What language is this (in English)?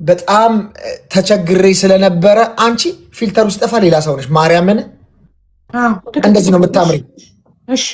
Amharic